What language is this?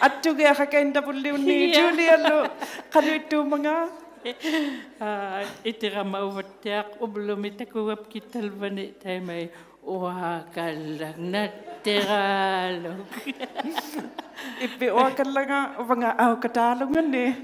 Inuktitut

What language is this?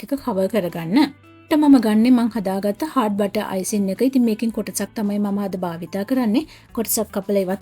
Sinhala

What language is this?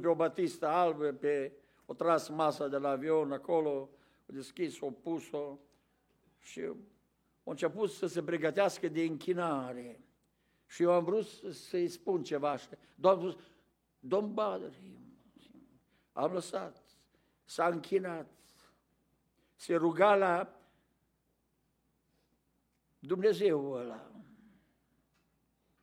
Romanian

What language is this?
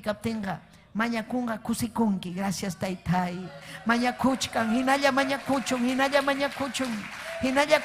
Ayacucho Quechua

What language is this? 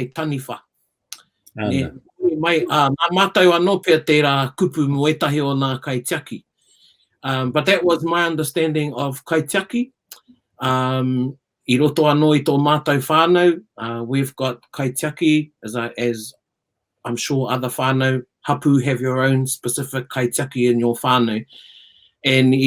Māori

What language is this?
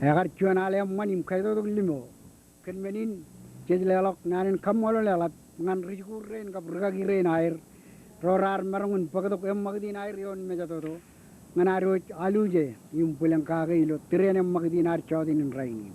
Marshallese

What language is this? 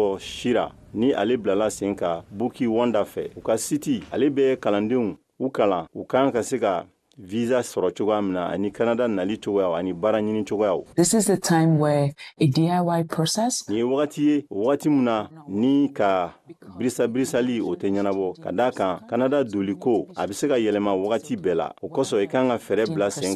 Bambara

